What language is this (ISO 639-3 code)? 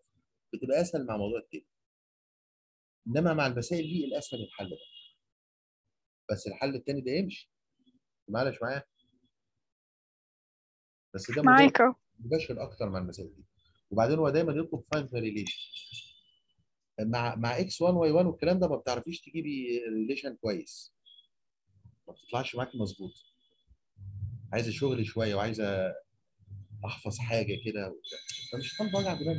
arz